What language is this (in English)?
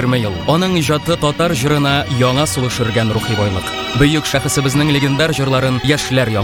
Tatar